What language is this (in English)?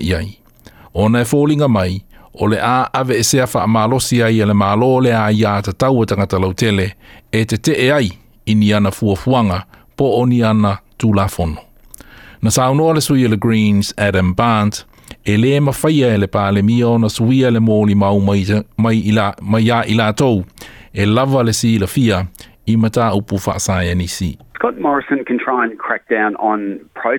Samoan